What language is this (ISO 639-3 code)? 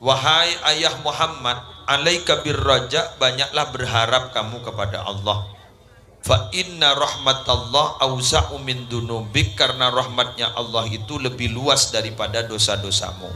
mad